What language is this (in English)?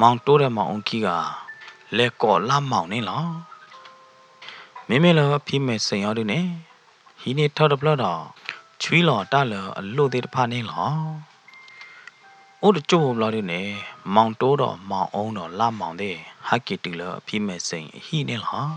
S'gaw Karen